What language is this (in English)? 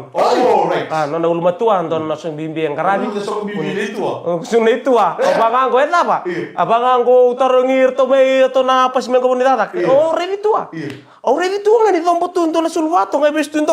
Fijian